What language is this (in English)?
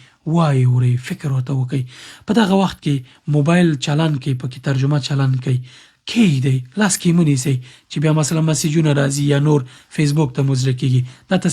Pashto